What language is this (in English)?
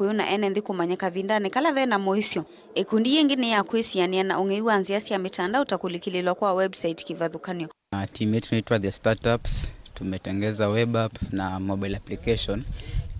Kamba